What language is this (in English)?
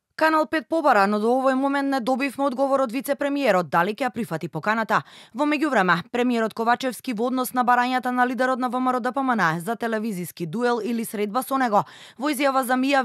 Macedonian